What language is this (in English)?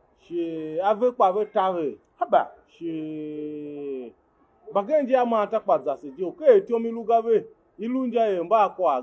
Tiv